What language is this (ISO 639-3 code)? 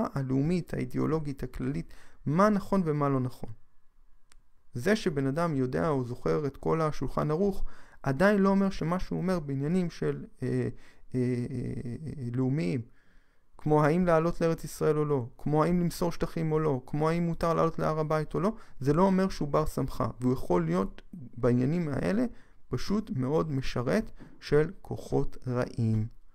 heb